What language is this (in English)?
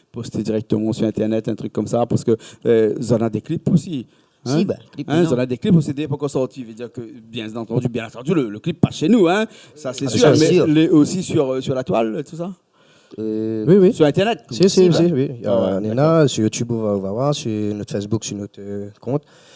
Réunion Creole French